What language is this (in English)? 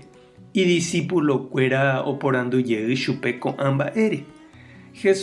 Guarani